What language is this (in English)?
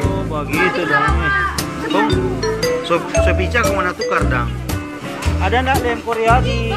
Manado Malay